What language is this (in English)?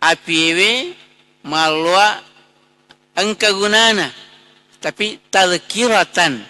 Buginese